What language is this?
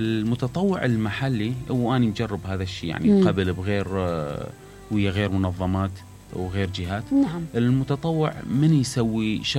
Mesopotamian Arabic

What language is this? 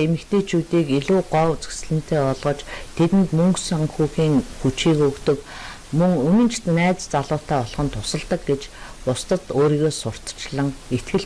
Mongolian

